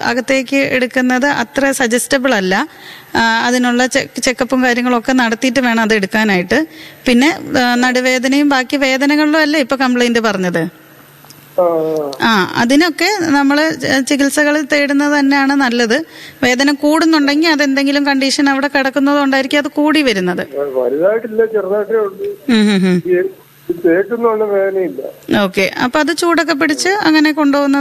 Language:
Malayalam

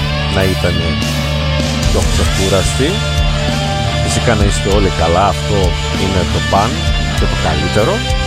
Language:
Greek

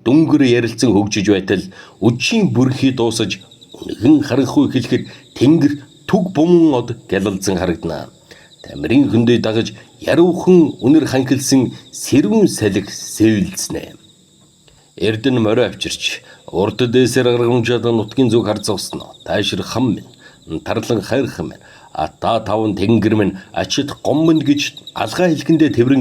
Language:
Mongolian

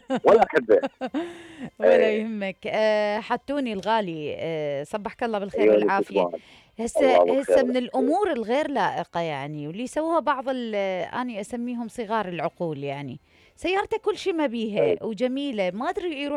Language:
Mesopotamian Arabic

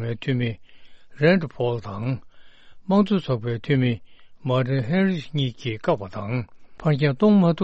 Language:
Tibetan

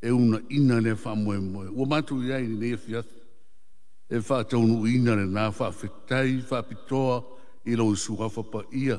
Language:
Samoan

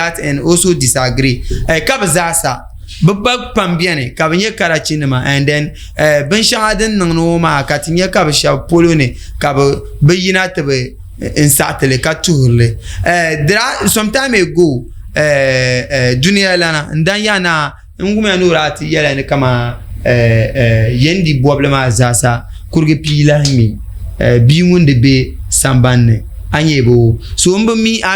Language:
Dagbani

